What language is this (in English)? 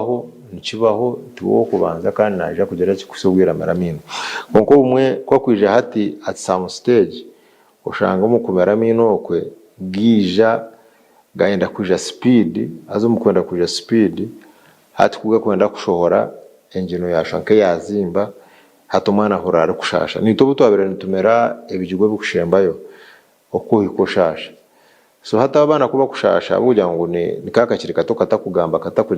Nyankole